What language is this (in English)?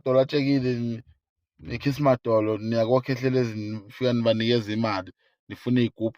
Zulu